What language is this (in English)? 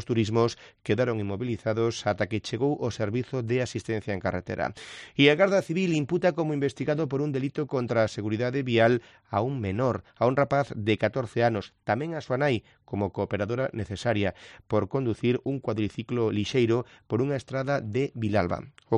Galician